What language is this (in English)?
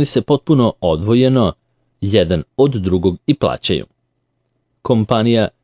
Serbian